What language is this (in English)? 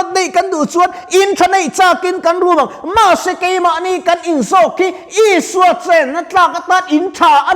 Mizo